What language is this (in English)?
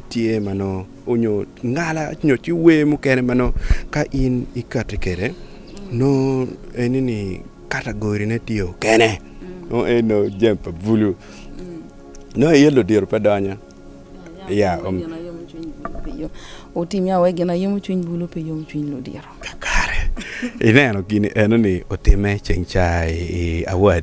Acoli